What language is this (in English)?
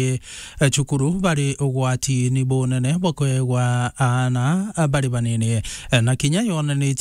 Meru